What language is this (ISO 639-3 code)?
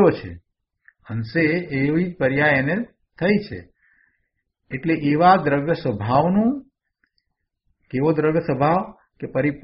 guj